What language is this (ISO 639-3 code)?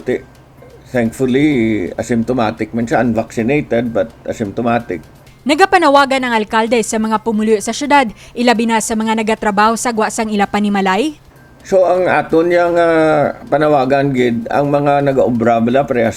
hil